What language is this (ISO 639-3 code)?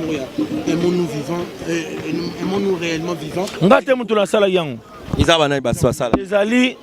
lin